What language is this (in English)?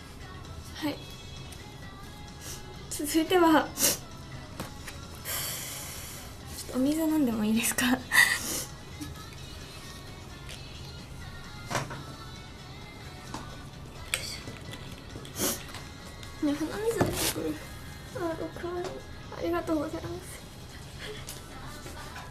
Japanese